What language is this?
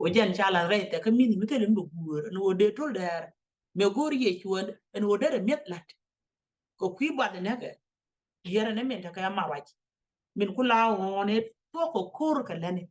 Nuer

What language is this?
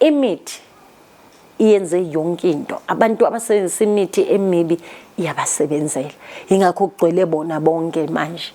Zulu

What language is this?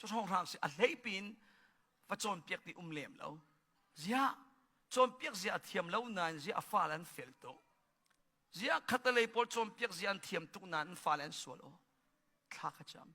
Hakha Chin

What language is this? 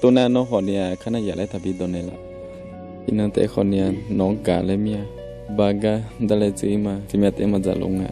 Akha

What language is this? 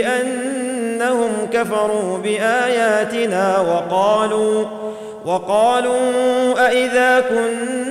Arabic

